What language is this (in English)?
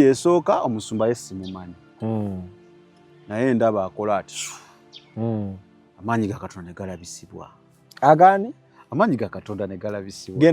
Ganda